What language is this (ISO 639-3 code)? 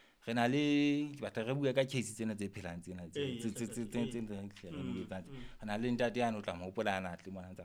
sot